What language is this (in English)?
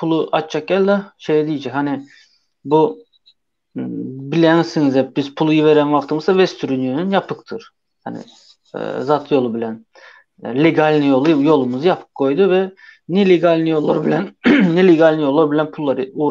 Turkmen